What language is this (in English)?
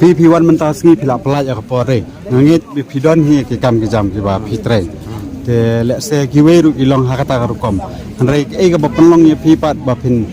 Khasi